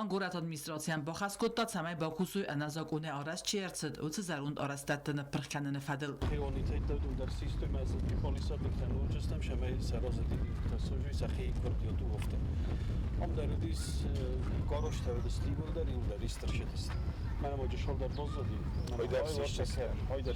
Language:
Ossetic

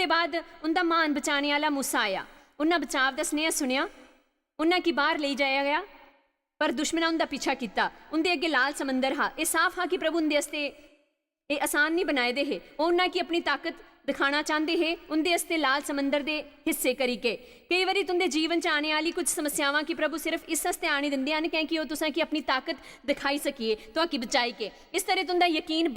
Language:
Dogri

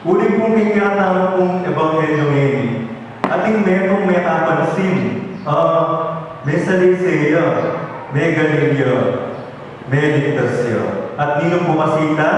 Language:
Pampanga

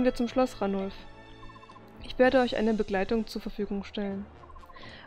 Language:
German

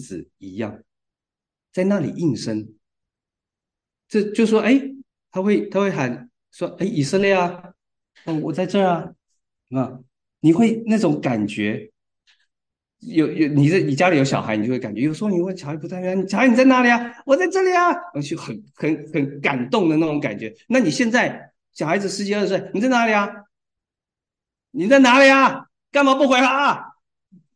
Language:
Chinese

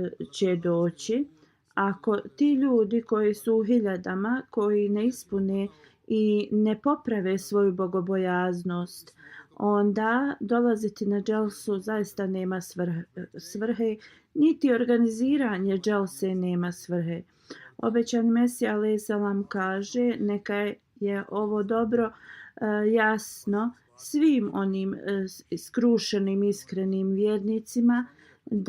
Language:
Bosnian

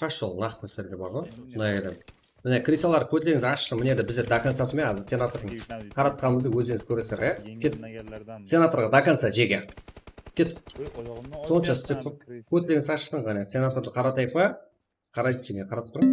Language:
Kara-Kalpak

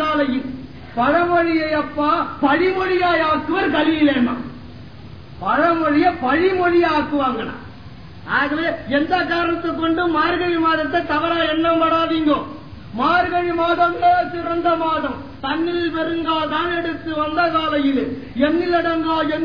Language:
Tamil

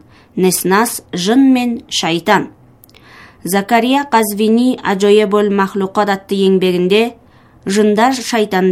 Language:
Kazakh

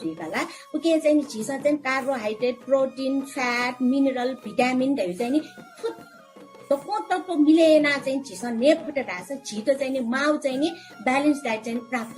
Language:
Newari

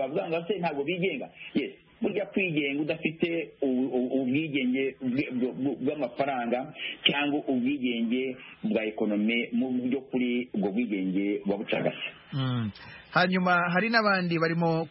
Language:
Kinyarwanda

